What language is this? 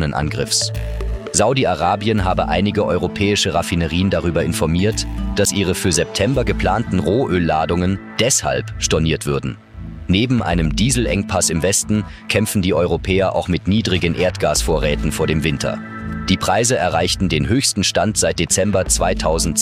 German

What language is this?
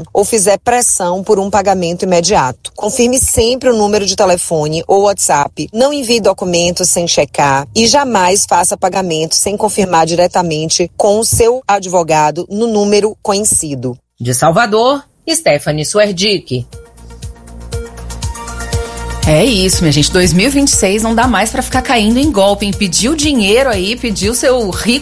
Portuguese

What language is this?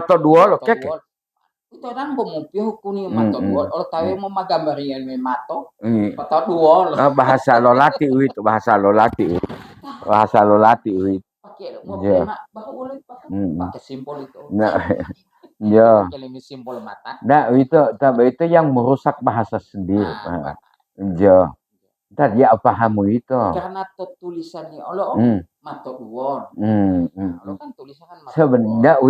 Gorontalo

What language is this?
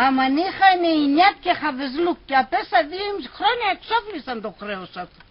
Pontic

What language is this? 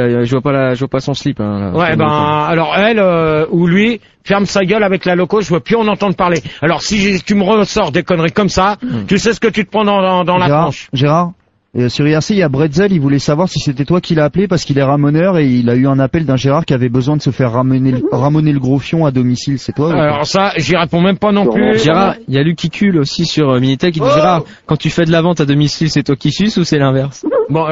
French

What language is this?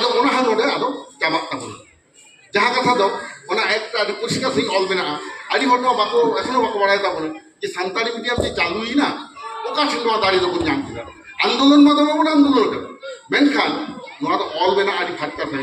Santali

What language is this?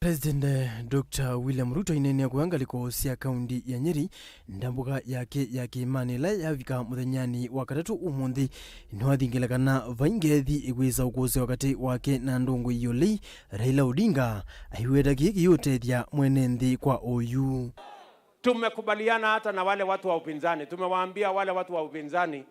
Kamba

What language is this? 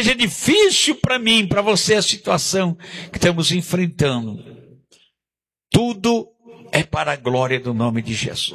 Portuguese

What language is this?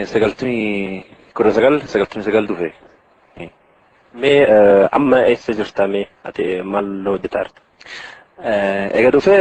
Oromo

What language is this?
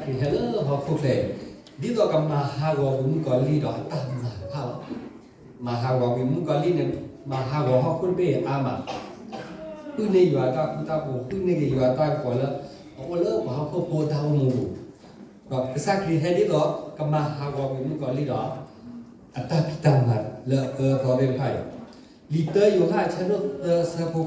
S'gaw Karen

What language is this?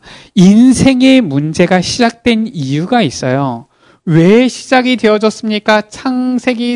Korean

